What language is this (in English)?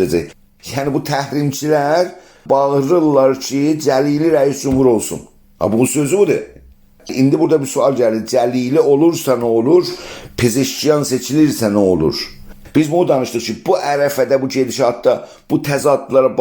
South Azerbaijani